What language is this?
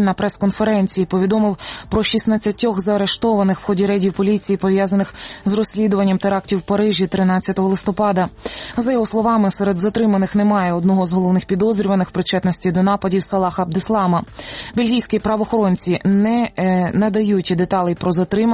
Ukrainian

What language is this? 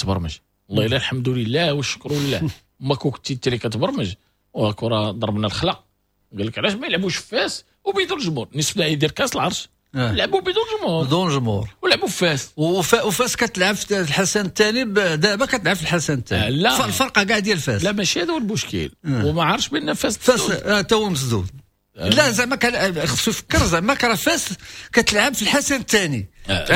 Moroccan Arabic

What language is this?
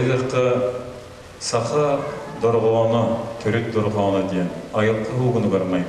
Yakut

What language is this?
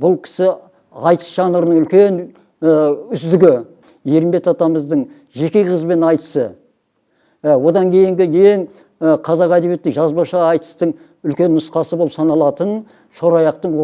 Kazakh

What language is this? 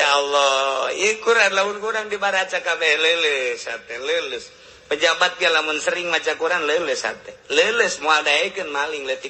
Sundanese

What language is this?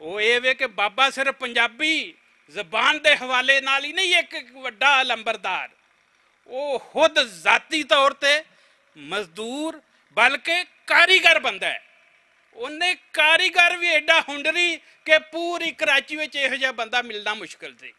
Western Panjabi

